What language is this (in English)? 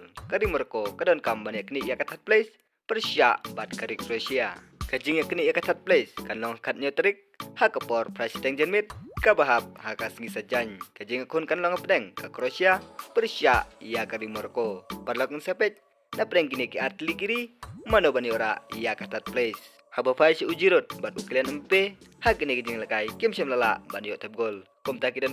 Khasi